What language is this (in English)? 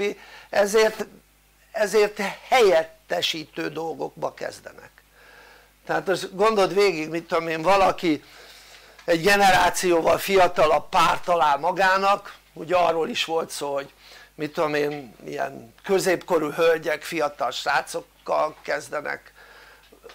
Hungarian